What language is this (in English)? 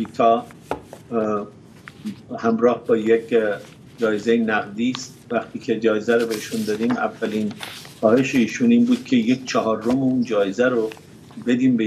Persian